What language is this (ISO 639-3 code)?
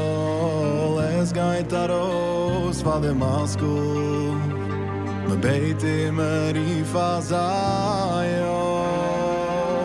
yid